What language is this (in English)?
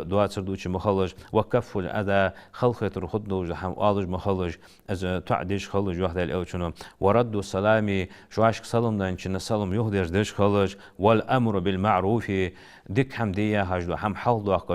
Ingush